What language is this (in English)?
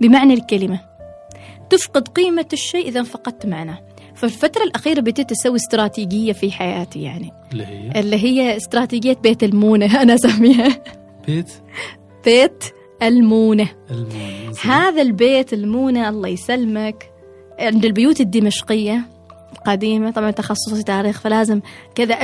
Gulf Arabic